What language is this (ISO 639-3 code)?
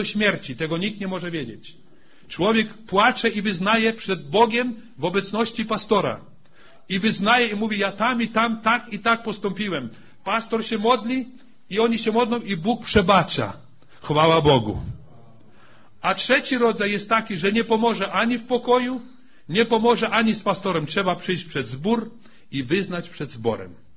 pol